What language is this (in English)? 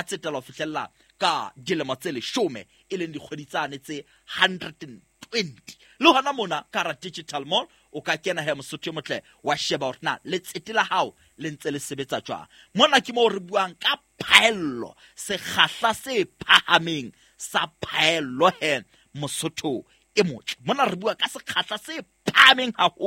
Southern Sotho